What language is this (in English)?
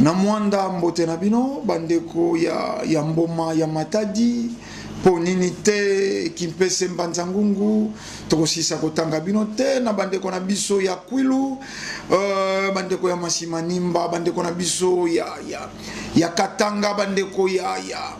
Lingala